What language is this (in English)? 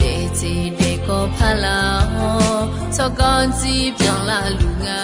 Akha